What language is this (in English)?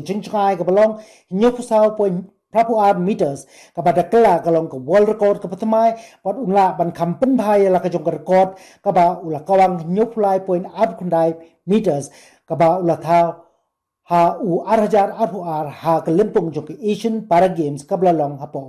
Khasi